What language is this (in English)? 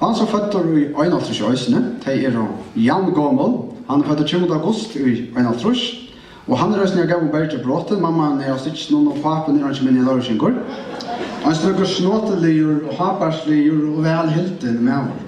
Faroese